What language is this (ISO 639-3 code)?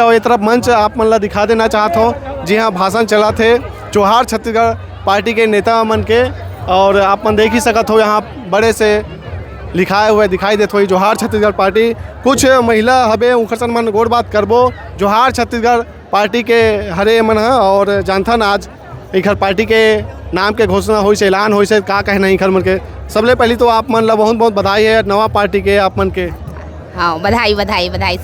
hne